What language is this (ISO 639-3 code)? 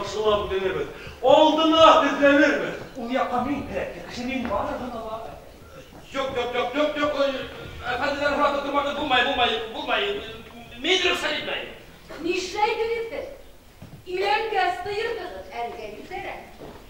bak